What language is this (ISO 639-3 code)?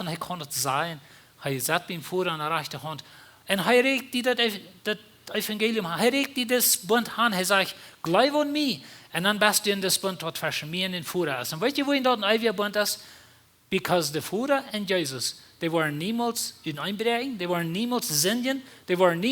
pdt